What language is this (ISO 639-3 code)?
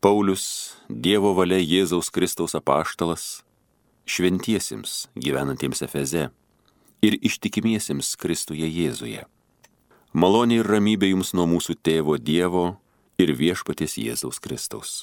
lit